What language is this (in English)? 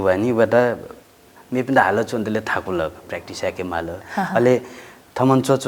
Newari